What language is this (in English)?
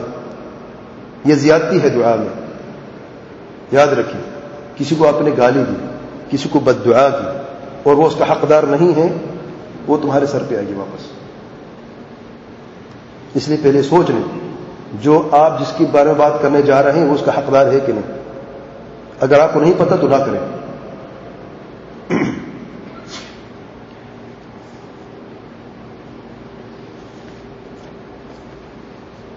Urdu